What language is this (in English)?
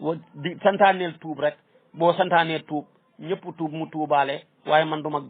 Wolof